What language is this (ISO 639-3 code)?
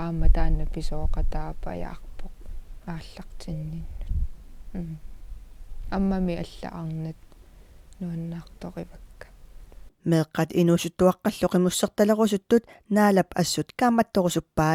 kal